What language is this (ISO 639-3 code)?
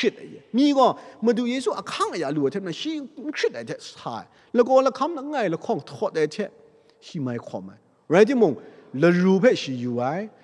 kac